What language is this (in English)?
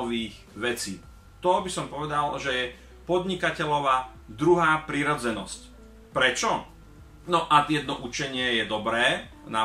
Slovak